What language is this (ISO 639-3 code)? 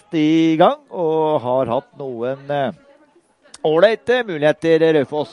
nor